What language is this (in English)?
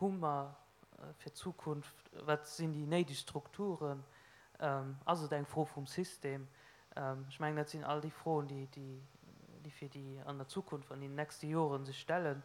Luxembourgish